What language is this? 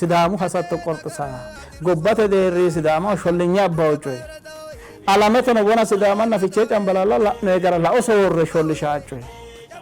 Sidamo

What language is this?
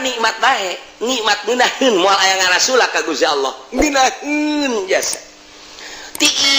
Sundanese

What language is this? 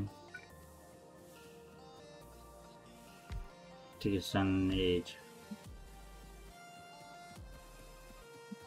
Hungarian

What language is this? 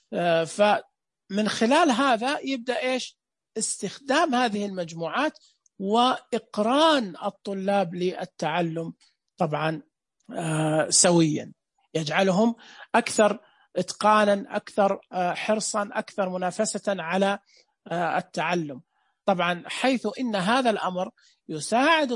Najdi Arabic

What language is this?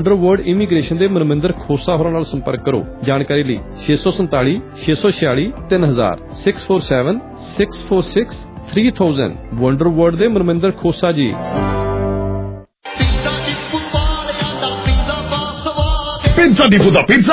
Punjabi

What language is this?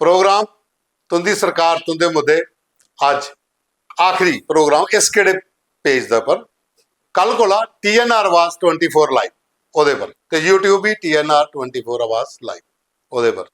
Dogri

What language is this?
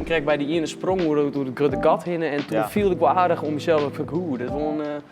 Western Frisian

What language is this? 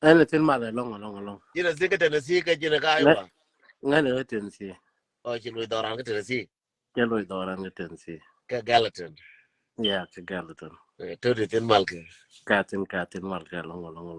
Nuer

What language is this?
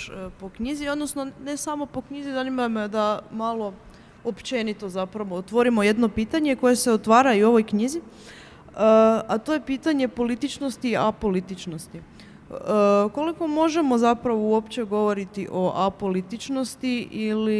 Croatian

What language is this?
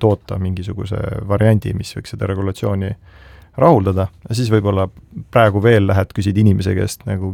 Estonian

